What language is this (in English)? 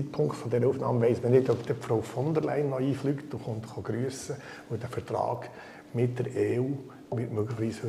Swiss German